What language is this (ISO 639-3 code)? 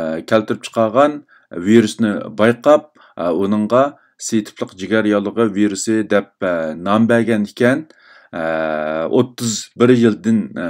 uig